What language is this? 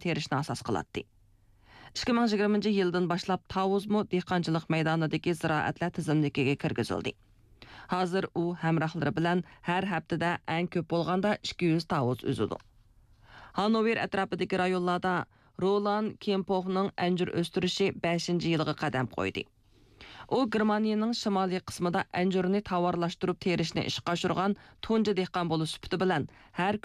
Uyghur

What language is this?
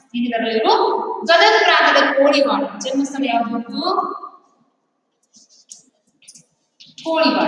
Kannada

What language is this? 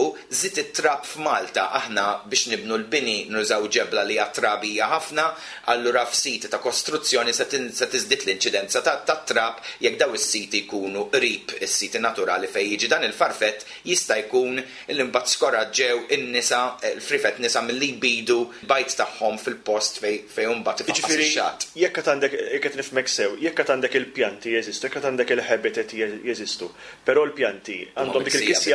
Maltese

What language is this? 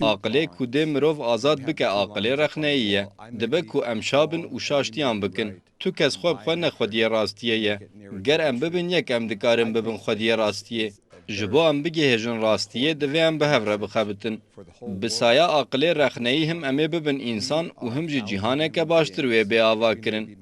Kurdish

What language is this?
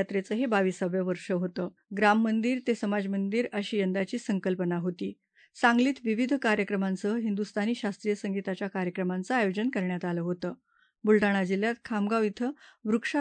Marathi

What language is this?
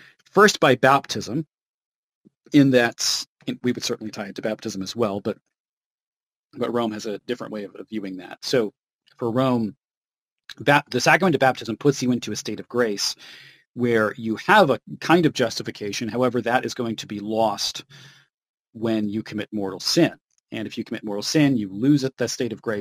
English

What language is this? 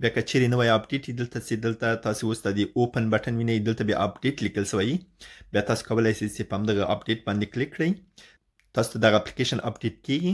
Pashto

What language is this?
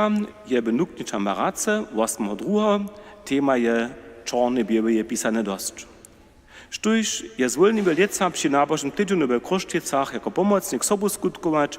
Upper Sorbian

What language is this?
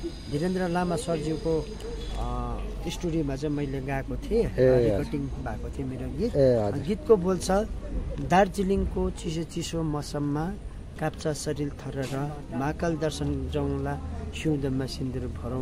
Nepali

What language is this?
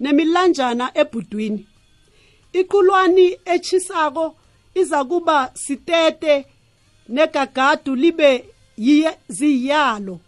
South Ndebele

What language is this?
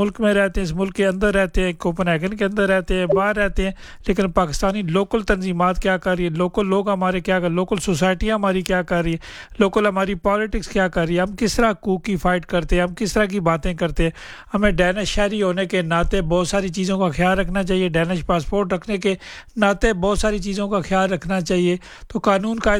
Urdu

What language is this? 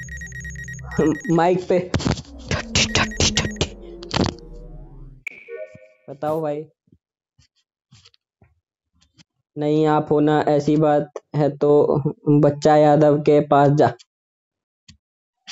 Hindi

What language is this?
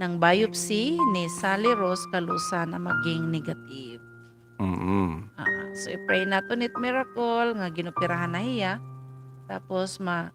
Waray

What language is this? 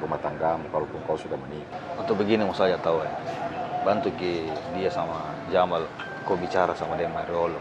Makassar Malay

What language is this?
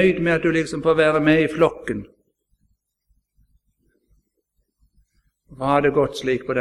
Norwegian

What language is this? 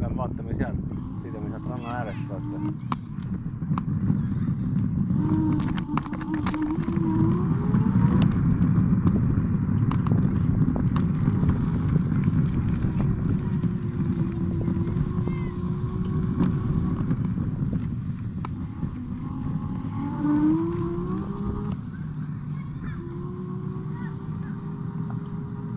Estonian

